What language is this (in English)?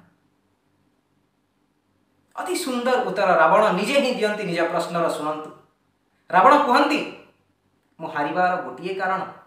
Odia